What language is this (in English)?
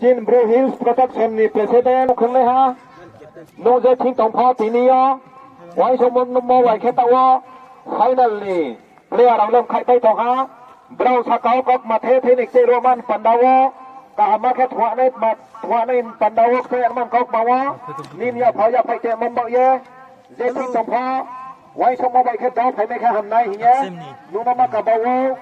Riang (India)